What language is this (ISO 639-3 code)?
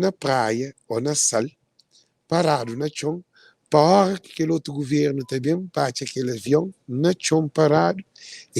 kea